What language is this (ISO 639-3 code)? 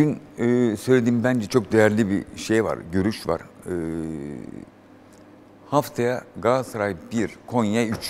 tur